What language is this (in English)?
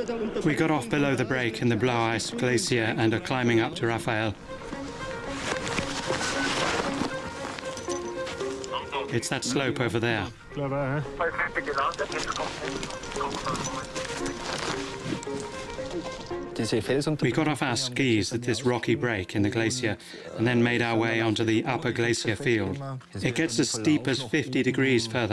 English